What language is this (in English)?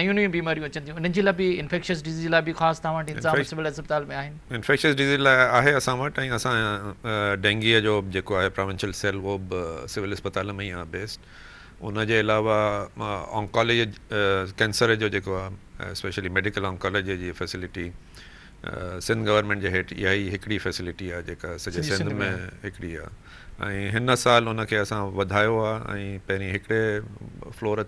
Sindhi